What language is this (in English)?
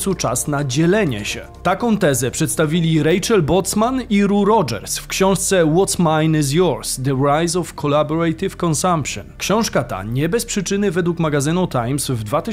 Polish